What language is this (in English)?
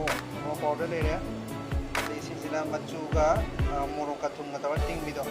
Manipuri